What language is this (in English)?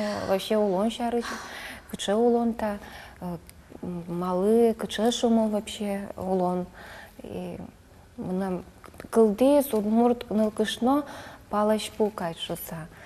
Udmurt